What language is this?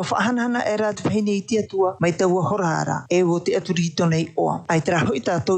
Tahitian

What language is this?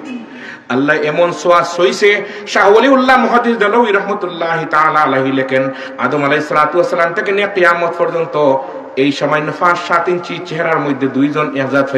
Sylheti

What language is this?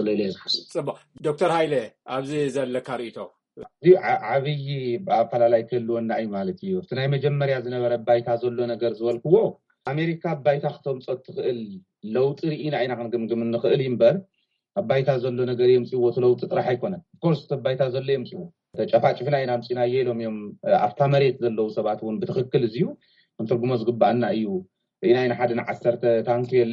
Tigrinya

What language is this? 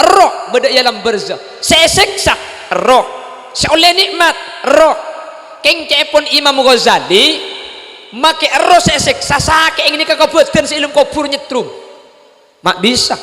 Madurese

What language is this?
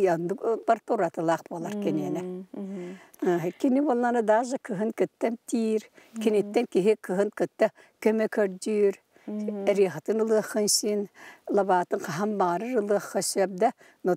Yakut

